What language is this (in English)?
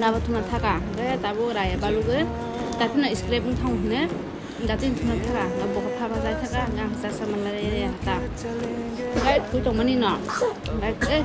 Kok Borok